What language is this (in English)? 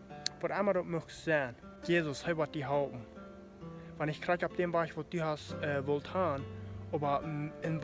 Plautdietsch